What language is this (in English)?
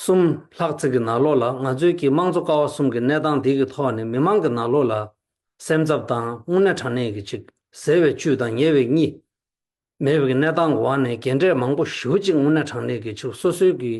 Tibetan